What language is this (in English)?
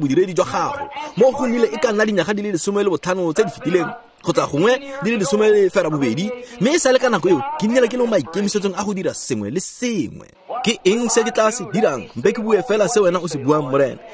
Tswana